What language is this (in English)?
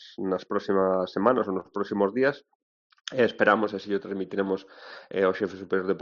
Galician